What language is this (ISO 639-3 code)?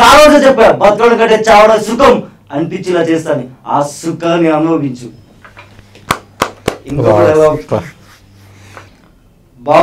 tel